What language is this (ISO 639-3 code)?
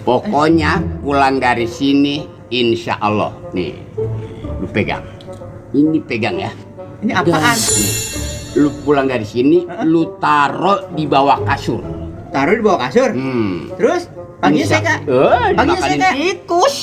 bew